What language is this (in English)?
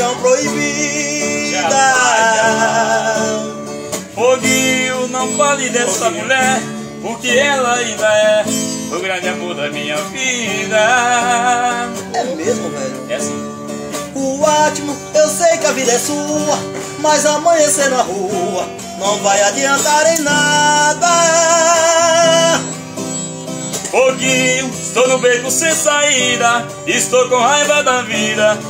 Portuguese